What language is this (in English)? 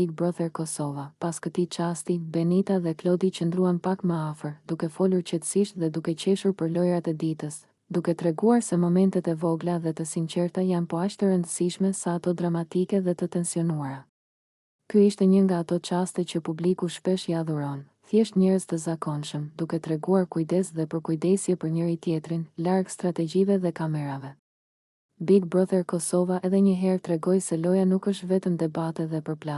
Albanian